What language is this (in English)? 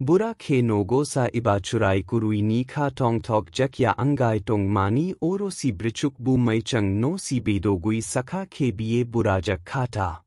Kok Borok